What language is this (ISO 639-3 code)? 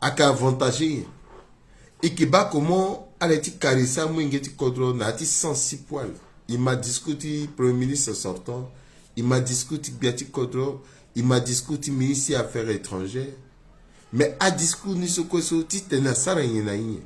sag